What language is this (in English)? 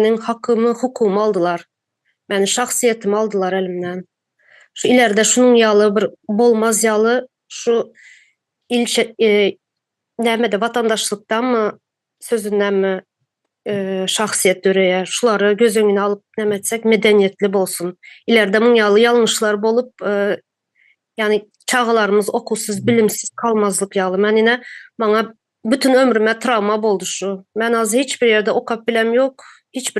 Turkmen